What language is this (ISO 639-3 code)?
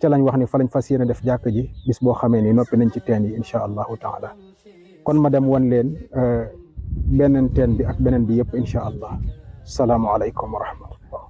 wol